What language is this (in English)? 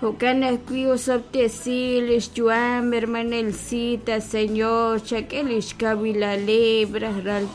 Kekchí